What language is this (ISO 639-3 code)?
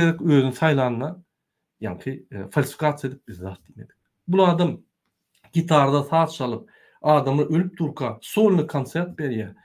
tuk